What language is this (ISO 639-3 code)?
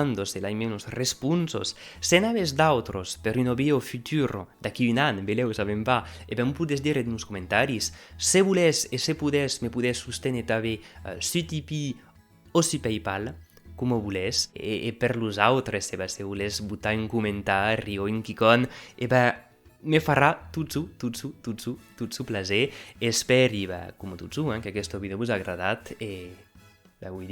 oci